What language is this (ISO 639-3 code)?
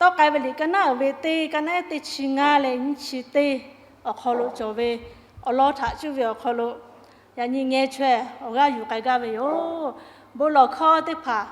lhu